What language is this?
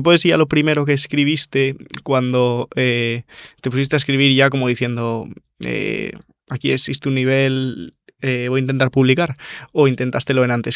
Asturian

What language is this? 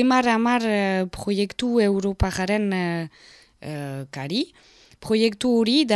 Basque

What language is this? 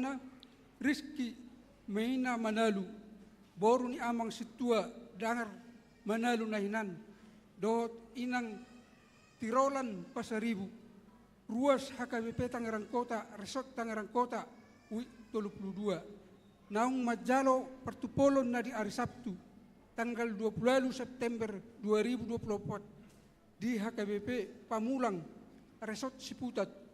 Batak Toba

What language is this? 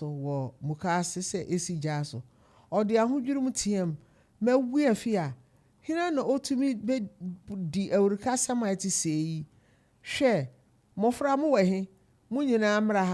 Akan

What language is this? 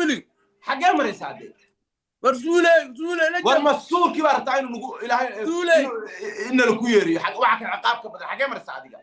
Somali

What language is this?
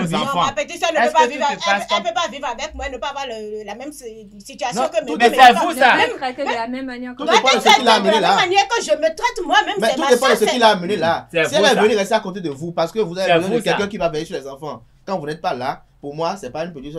French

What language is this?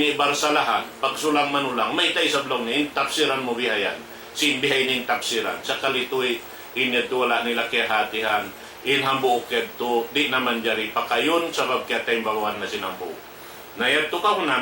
Tausug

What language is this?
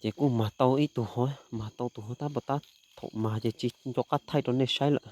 Hmong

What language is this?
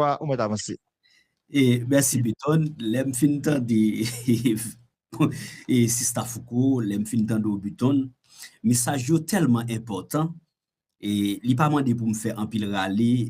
Haitian Creole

